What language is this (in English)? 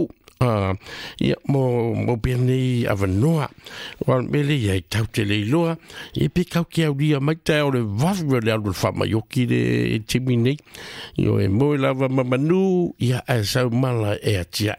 Samoan